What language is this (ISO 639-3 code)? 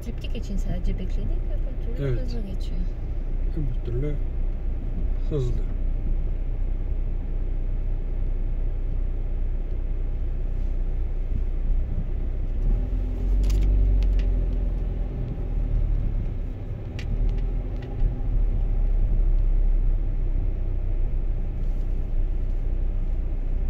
tur